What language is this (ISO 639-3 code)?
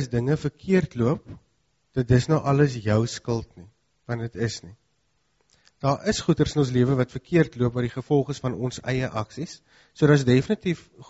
afr